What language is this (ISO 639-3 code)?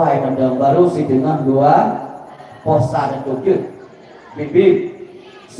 ace